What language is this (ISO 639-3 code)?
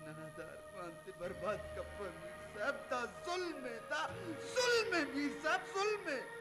brh